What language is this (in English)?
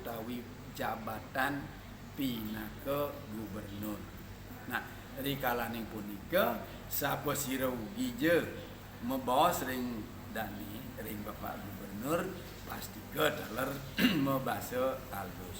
Balinese